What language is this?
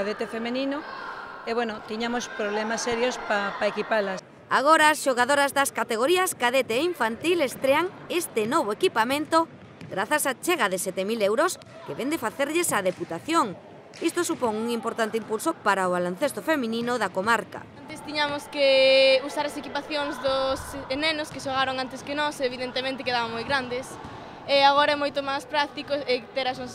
Galician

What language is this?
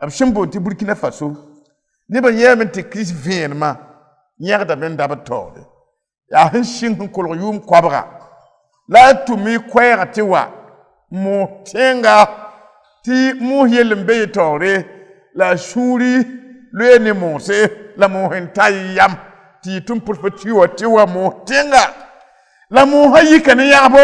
Mossi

